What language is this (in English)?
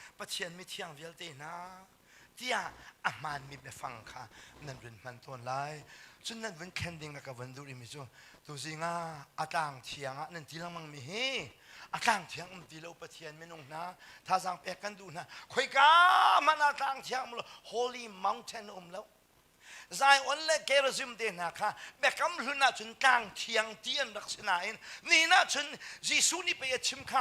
Hakha Chin